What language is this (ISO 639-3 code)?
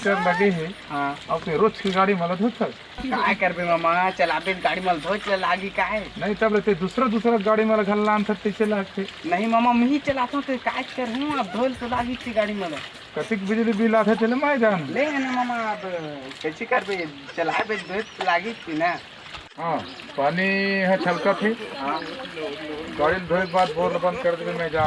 hne